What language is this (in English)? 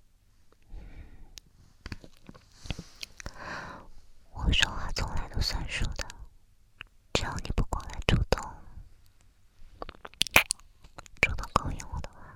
Chinese